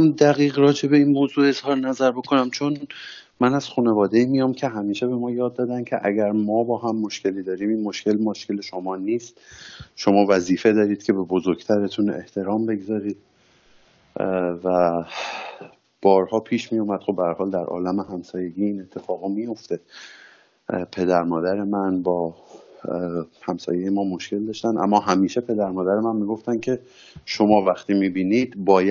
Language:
Persian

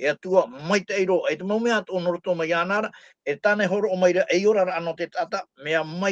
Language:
Tahitian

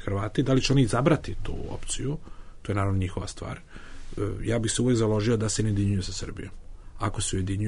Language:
Bosnian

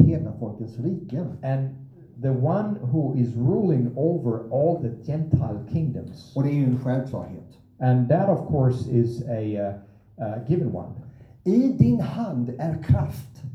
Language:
Swedish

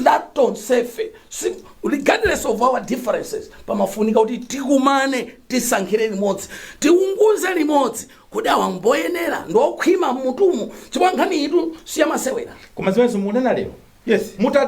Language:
Nyanja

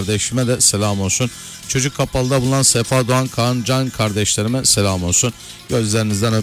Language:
Turkish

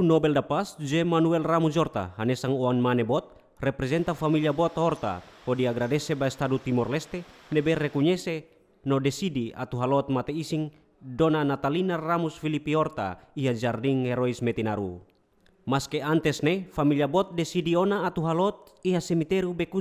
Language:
Tetum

